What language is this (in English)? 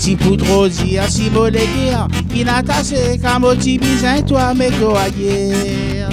Réunion Creole French